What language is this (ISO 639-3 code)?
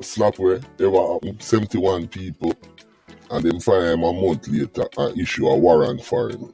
jam